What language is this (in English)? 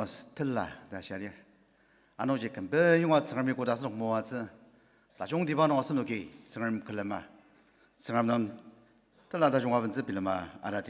Ao Naga